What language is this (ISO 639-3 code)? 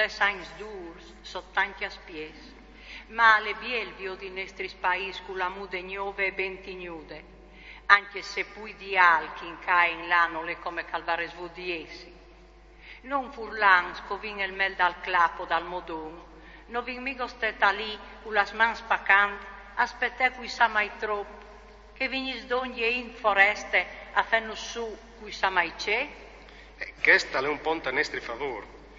fur